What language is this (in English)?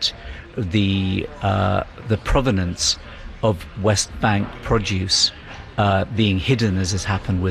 English